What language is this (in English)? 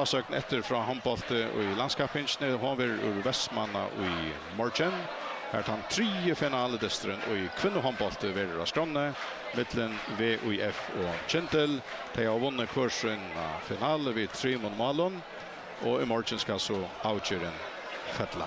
Faroese